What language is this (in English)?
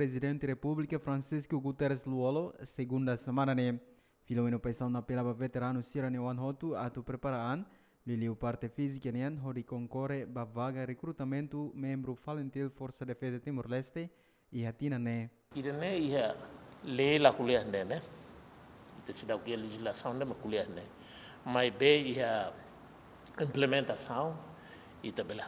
Tetum